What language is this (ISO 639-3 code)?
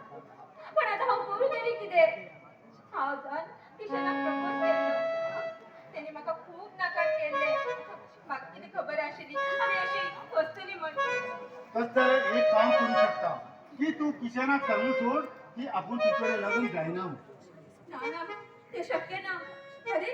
kok